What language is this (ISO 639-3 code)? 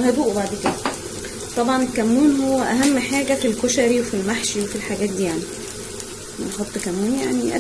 arz